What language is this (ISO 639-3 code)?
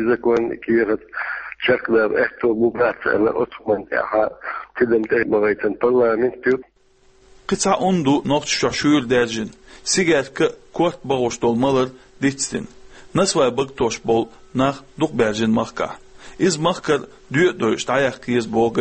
che